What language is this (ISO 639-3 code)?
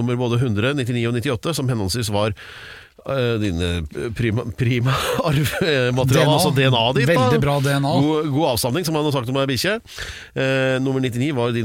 nor